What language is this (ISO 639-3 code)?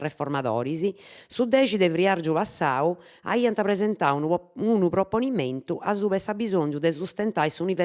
srd